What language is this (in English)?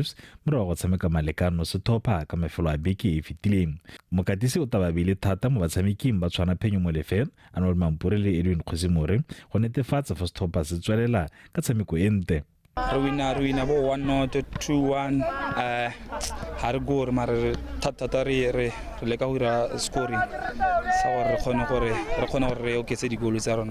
Tswana